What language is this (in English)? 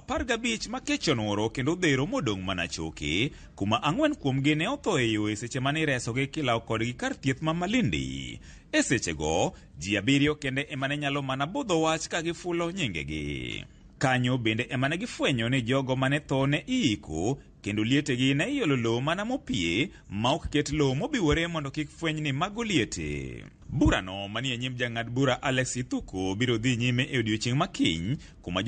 Luo (Kenya and Tanzania)